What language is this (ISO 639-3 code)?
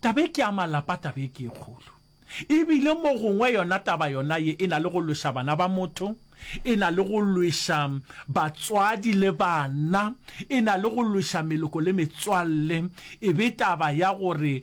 nso